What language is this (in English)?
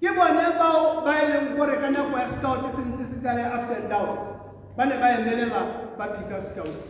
Tswana